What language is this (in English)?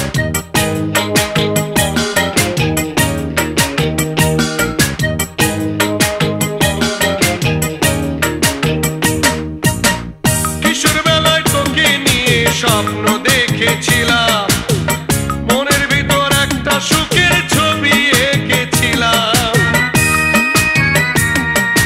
Bangla